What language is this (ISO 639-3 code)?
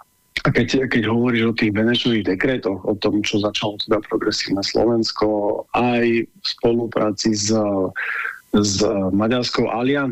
slk